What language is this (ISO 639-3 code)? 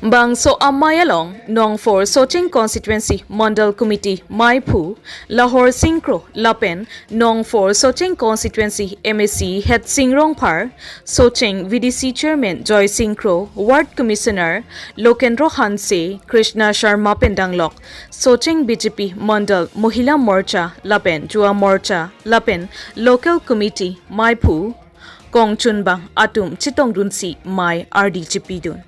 mjw